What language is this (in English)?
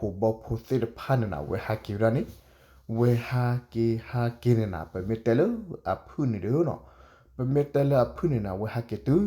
S'gaw Karen